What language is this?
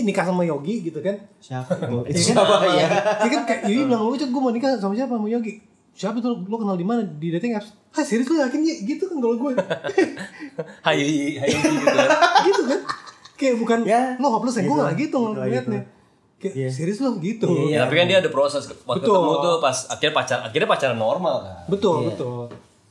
Indonesian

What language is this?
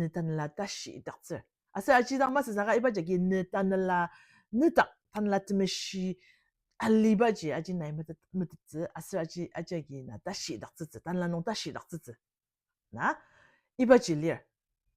Ao Naga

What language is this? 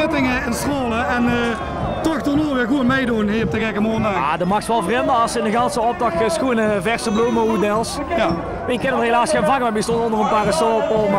Limburgish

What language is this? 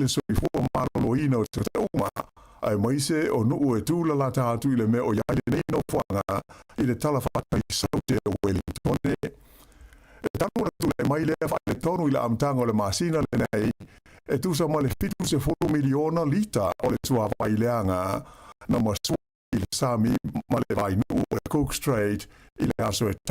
Samoan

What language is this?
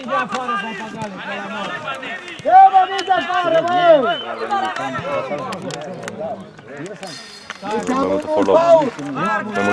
Romanian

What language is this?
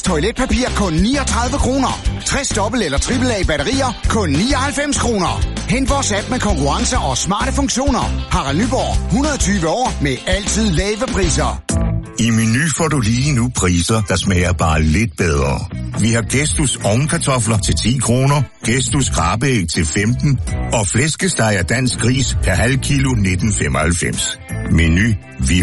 Danish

